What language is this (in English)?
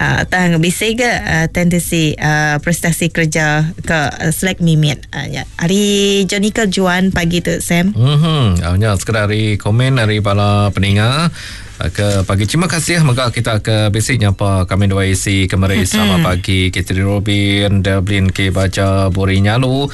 Iban